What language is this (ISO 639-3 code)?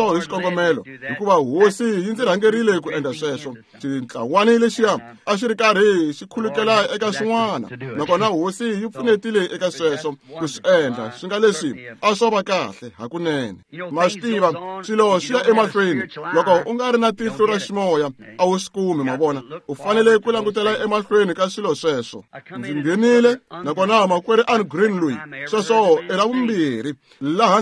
tso